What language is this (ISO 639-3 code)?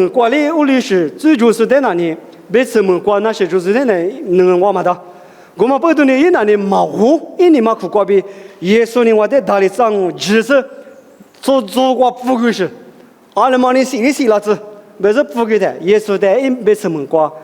lis